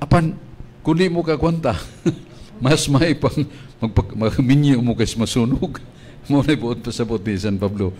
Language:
Cebuano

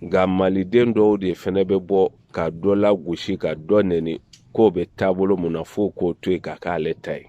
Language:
Bambara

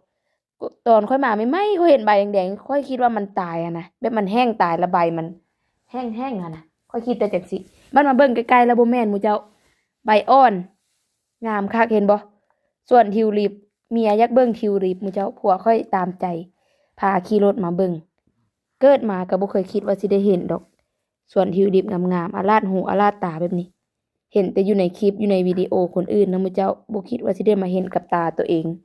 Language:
Lao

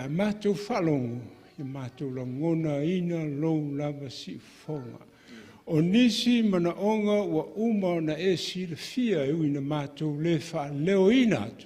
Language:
Samoan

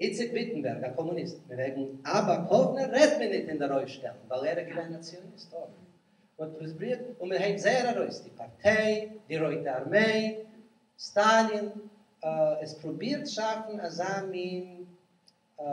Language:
Yiddish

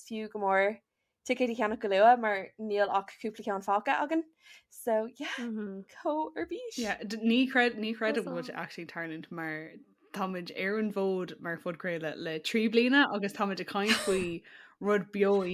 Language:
Irish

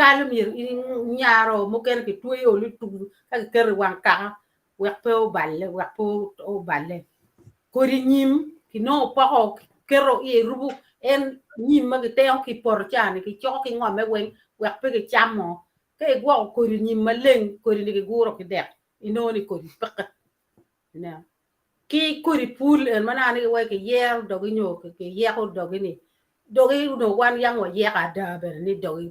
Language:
Acoli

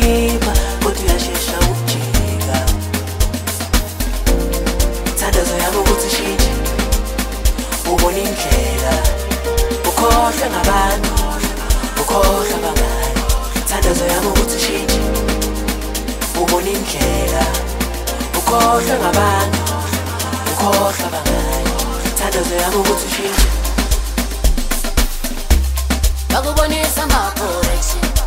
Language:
Zulu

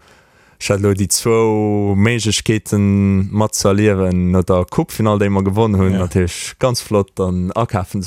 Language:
Luxembourgish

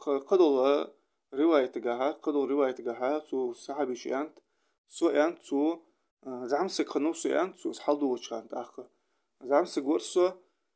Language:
Ingush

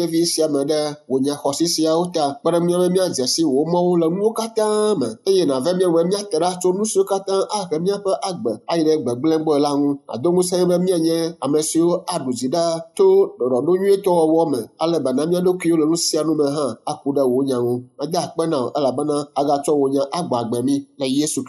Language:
Ewe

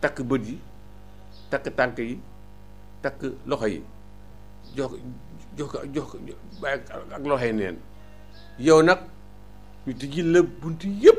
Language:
Wolof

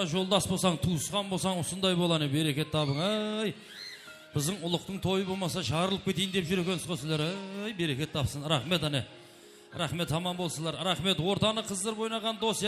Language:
Kara-Kalpak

